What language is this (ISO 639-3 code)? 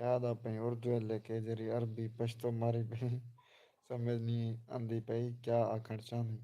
skr